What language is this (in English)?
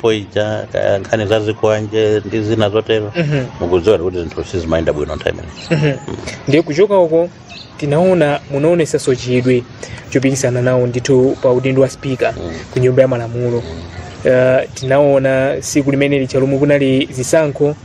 Nyanja